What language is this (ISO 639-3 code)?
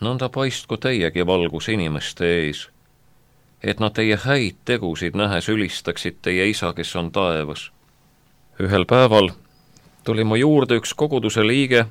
est